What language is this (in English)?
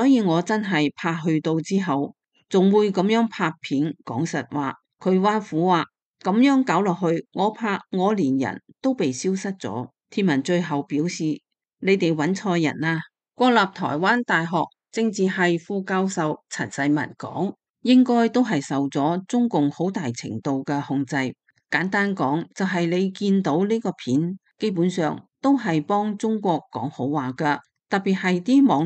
Cantonese